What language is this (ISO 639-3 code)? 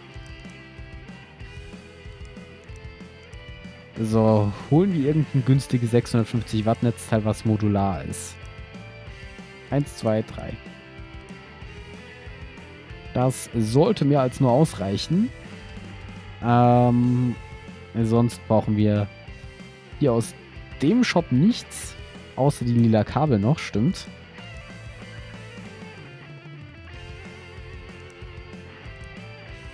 deu